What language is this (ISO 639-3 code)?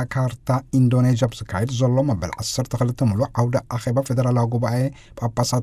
tir